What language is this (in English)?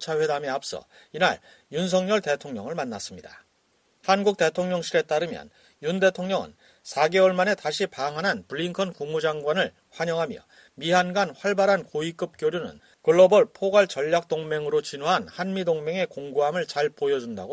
Korean